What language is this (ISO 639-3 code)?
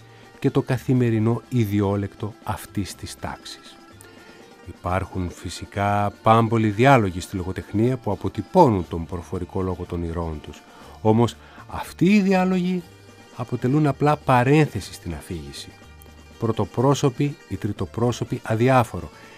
ell